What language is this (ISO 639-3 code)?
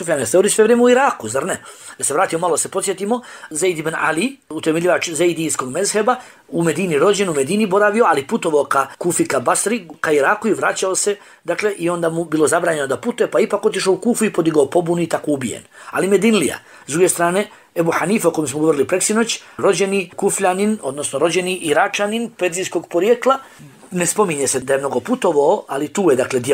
bos